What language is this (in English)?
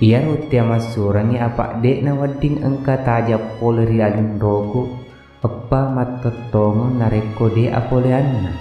Buginese